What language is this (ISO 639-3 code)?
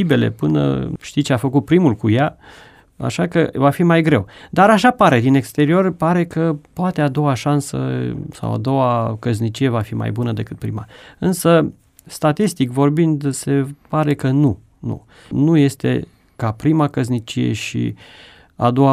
ron